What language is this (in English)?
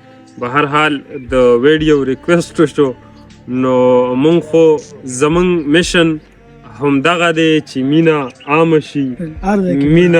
Pashto